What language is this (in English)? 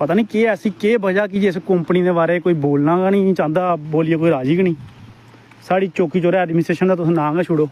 Dogri